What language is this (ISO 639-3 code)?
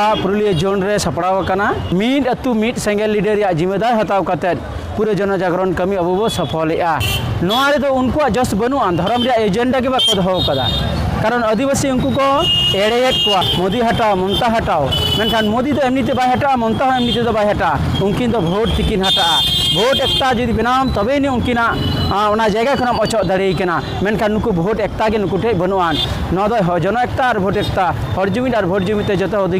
sat